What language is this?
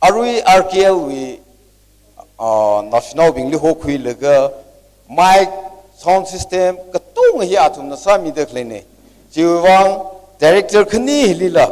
Tangkhul Naga (India)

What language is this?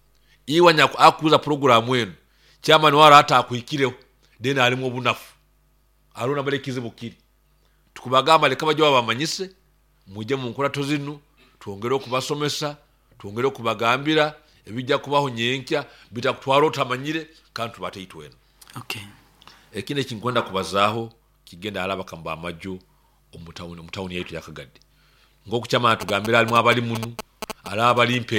Nyoro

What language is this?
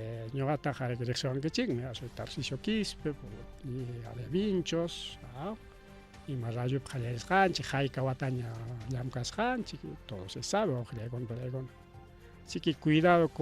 Ayacucho Quechua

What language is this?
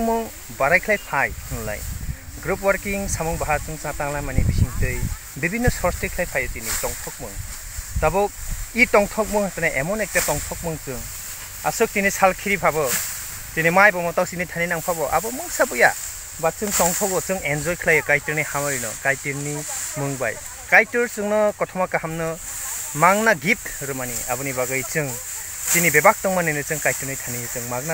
Kok Borok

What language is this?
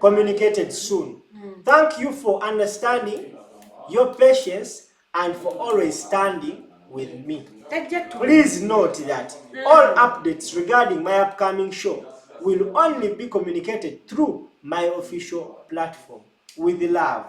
Ganda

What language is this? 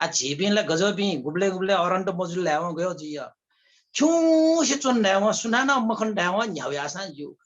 Newari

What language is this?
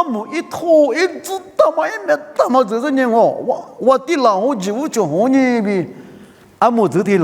Lisu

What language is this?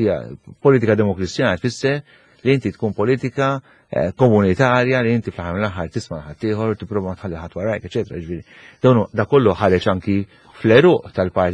Maltese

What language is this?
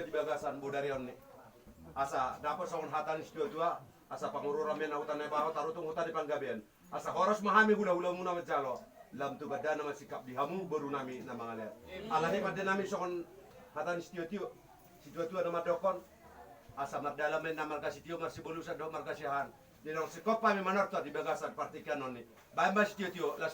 Batak Toba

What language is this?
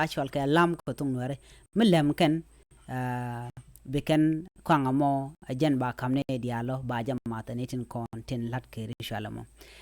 Nuer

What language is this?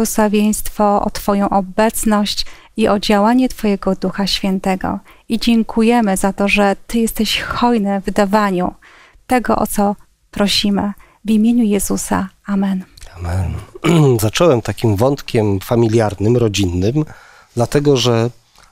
Polish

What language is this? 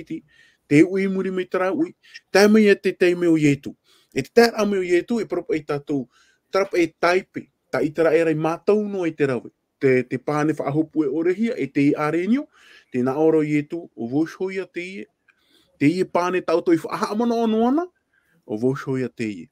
Tahitian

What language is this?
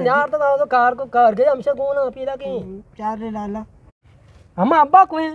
Eastern Balochi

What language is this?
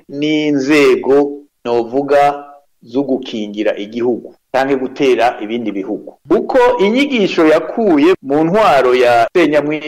Rundi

